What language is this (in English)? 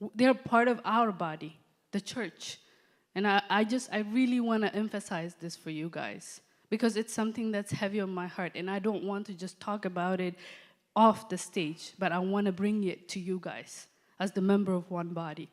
English